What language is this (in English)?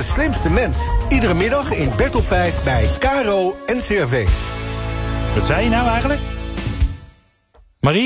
Dutch